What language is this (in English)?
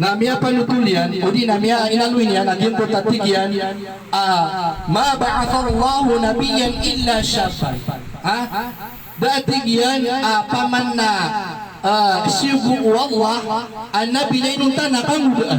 Maranao